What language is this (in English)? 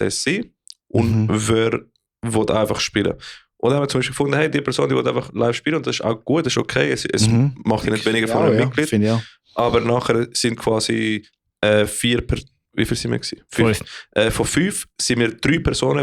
Swiss German